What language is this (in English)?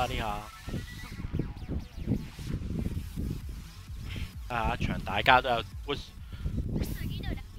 Cantonese